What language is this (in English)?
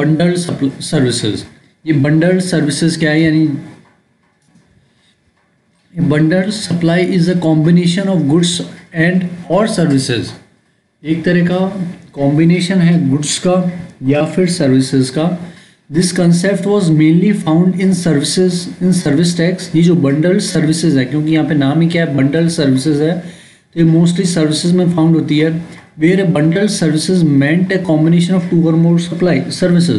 Hindi